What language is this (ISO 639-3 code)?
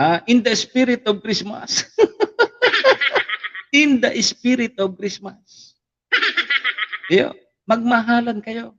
bik